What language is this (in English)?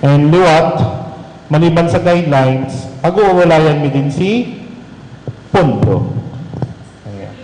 Bikol